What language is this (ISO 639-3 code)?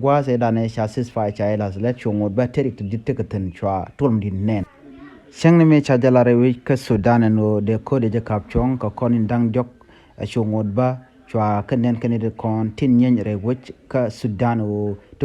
nus